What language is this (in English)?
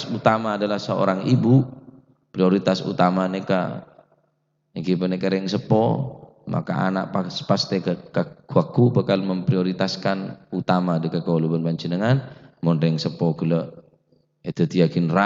Madurese